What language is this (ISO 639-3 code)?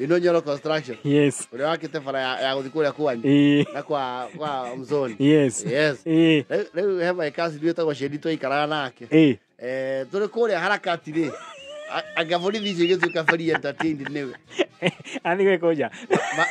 kik